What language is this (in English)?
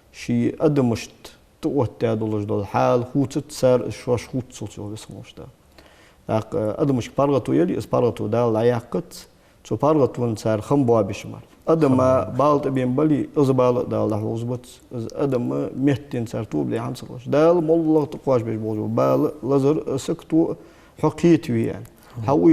Ingush